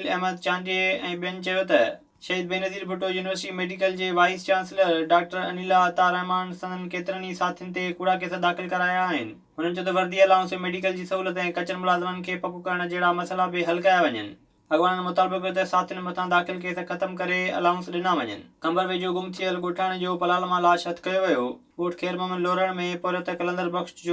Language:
Sindhi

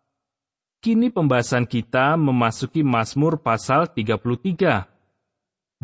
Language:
Indonesian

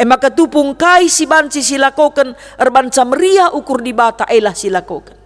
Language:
Batak Karo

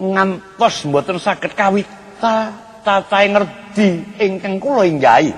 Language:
Javanese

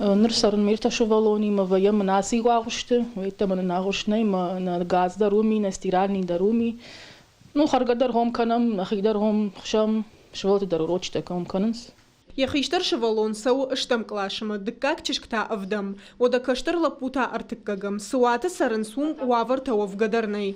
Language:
Ossetic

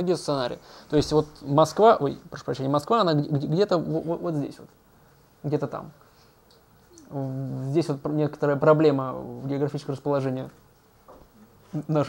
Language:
Russian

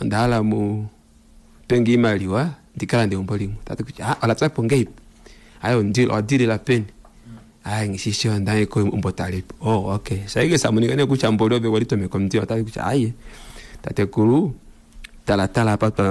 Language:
Kuanyama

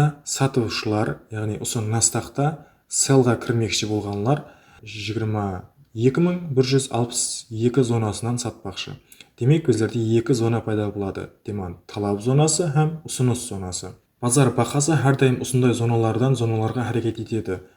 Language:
Kara-Kalpak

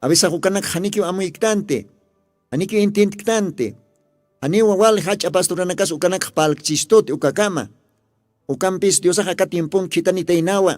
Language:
Aymara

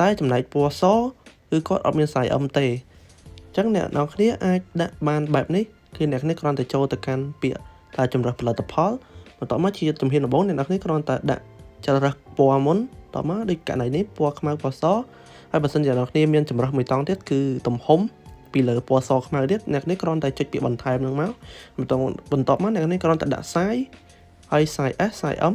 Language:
Khmer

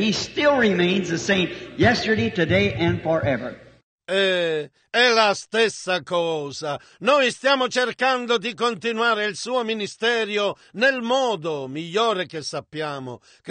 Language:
Italian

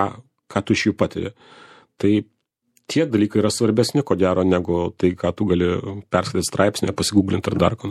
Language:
Lithuanian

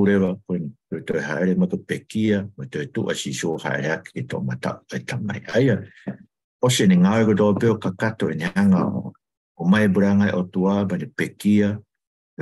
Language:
Tongan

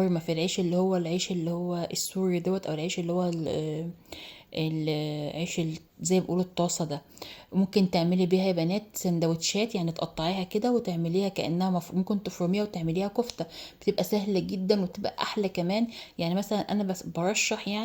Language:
Egyptian Arabic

